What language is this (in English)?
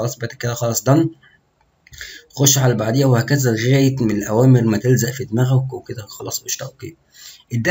Egyptian Arabic